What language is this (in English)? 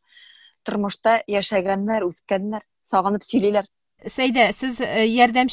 Tatar